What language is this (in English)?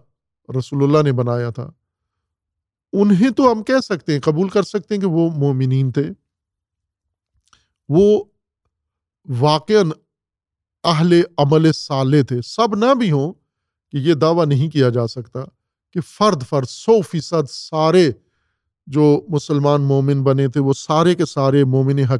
Urdu